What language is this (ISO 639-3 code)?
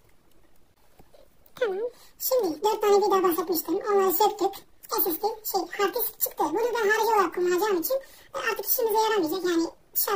tur